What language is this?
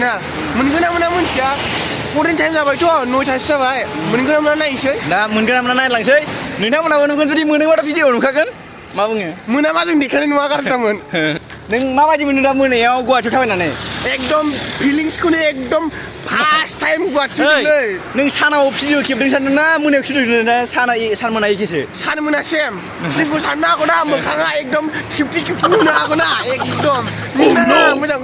Bodo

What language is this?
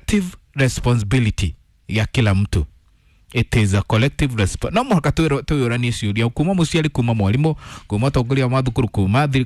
Kikuyu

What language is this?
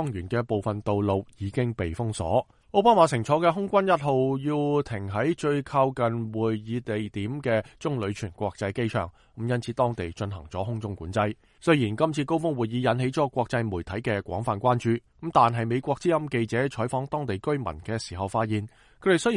Cantonese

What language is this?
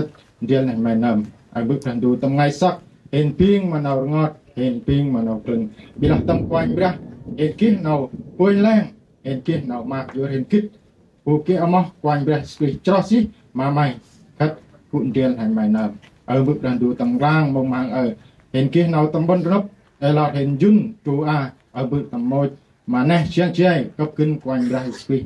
Central Mnong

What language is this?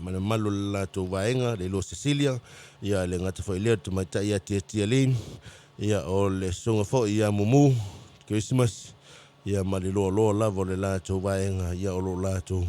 Samoan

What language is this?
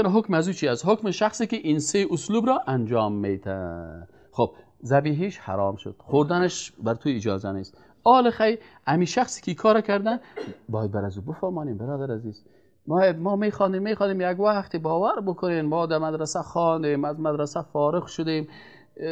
Persian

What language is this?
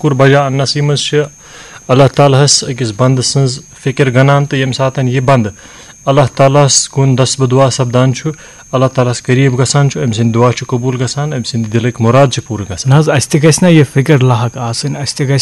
Kashmiri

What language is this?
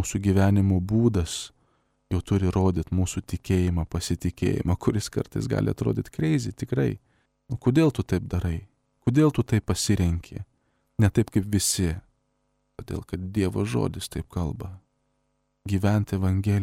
Lithuanian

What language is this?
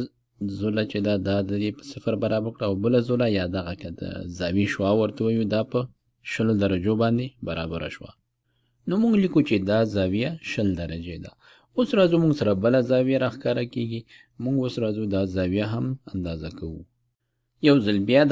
Pashto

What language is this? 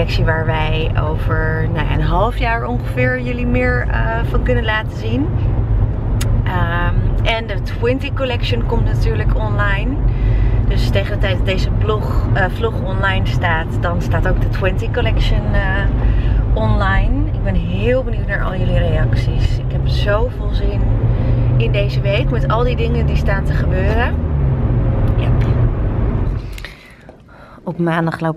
Dutch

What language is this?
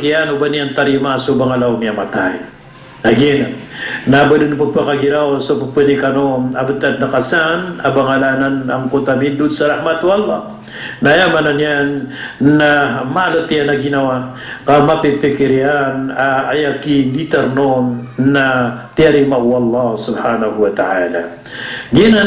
Maranao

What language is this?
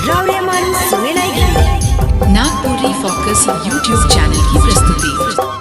Sadri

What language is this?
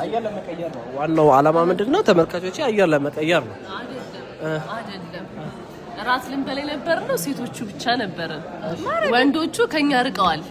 Amharic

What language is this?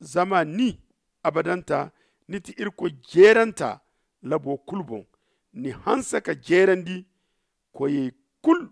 Zarma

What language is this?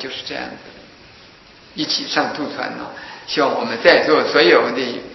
Chinese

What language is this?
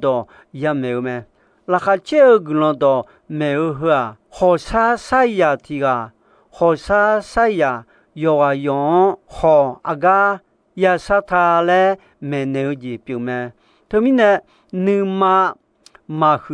Akha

